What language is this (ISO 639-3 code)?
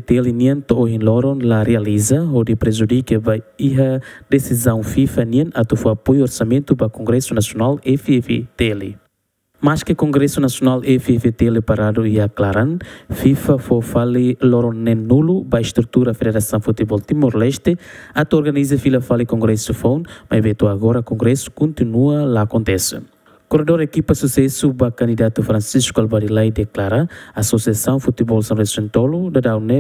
tet